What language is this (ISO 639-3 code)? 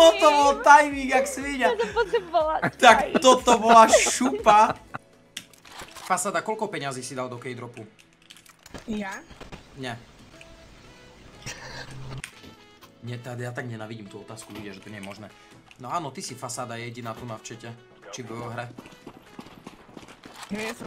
slk